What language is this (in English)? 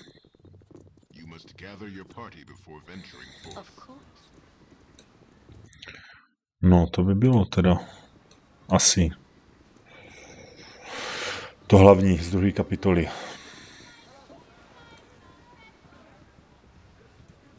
Czech